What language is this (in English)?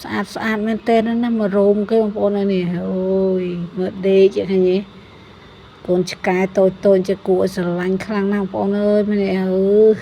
Khmer